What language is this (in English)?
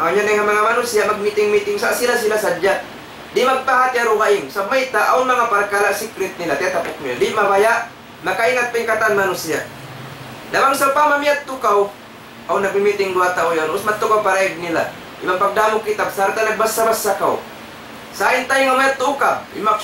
Tausug